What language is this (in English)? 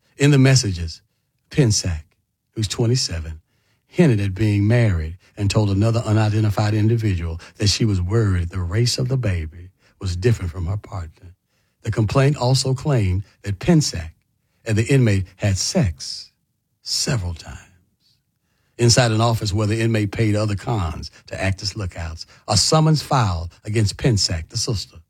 English